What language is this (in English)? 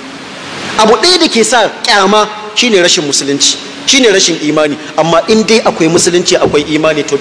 Hausa